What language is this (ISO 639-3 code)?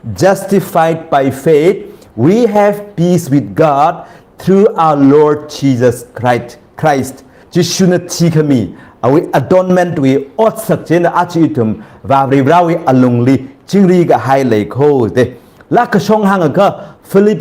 nmf